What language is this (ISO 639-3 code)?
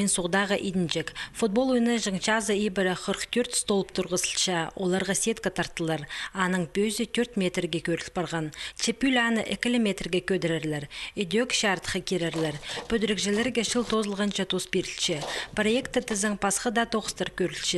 kjh